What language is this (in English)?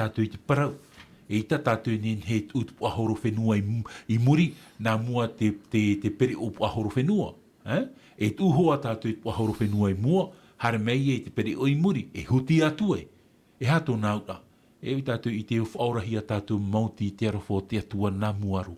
Tahitian